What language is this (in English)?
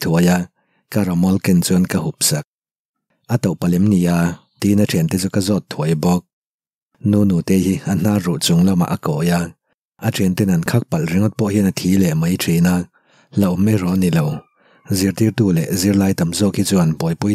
Mizo